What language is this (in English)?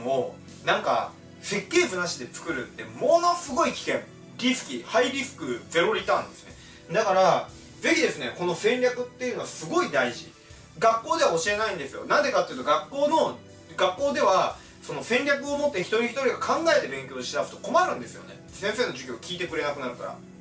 Japanese